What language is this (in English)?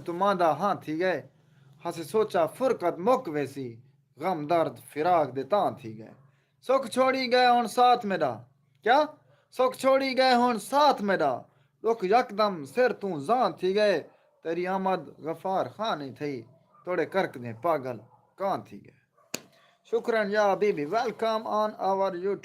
Saraiki